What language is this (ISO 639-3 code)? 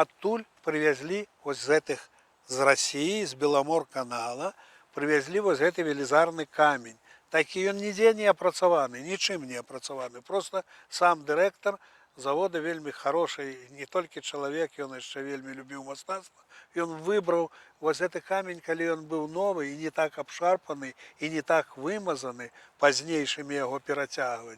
bel